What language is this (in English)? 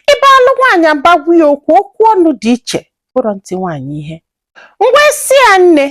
Igbo